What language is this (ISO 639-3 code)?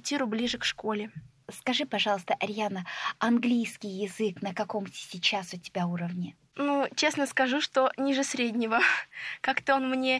rus